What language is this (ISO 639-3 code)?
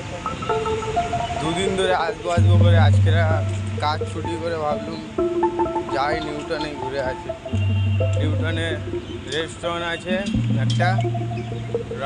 ben